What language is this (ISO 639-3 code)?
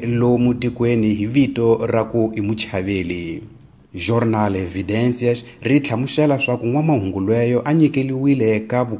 tso